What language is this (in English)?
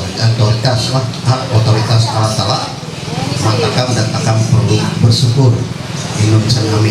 Ma'anyan